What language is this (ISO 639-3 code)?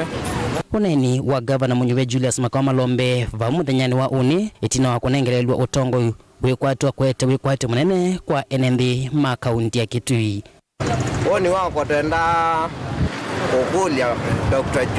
kam